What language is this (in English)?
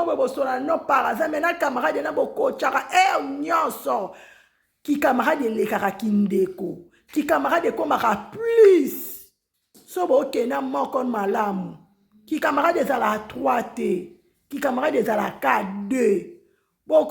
Lingala